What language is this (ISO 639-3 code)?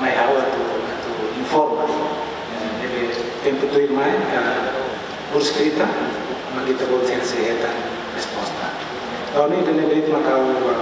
tet